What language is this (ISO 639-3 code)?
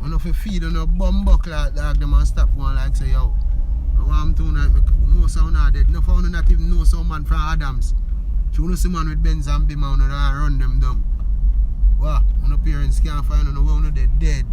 jam